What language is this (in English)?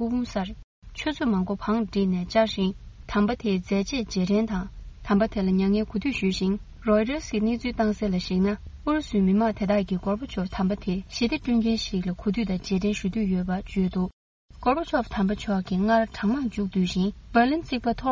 Tibetan